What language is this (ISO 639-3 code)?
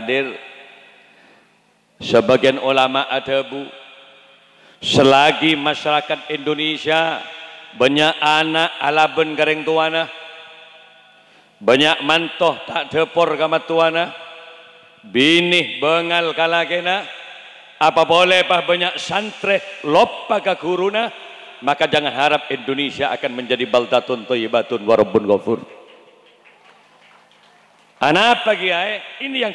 mad